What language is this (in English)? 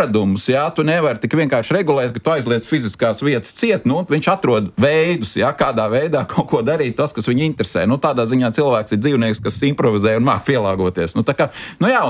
Latvian